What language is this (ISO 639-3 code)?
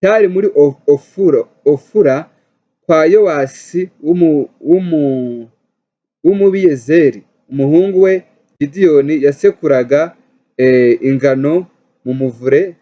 kin